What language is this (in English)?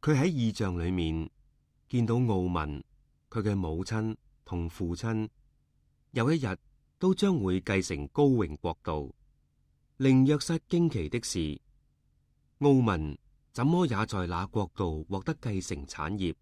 Cantonese